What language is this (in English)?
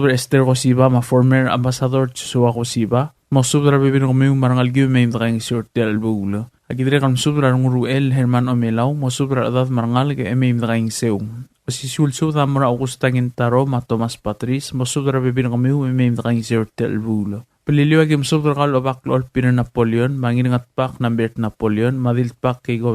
Palauan